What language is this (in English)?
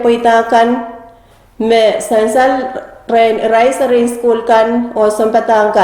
Pohnpeian